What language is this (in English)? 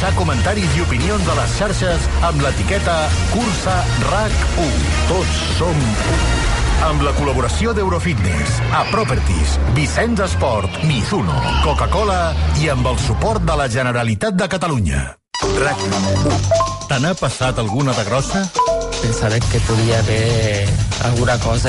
Catalan